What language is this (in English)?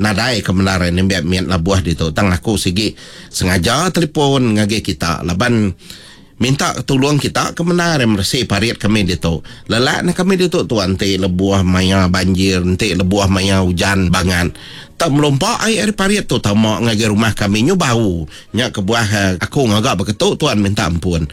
Iban